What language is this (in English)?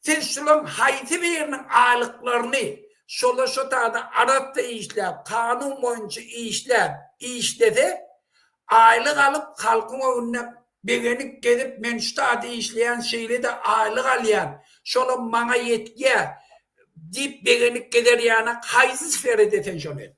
Turkmen